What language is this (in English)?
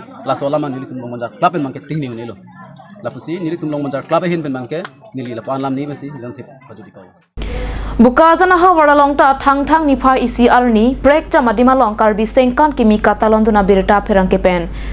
Karbi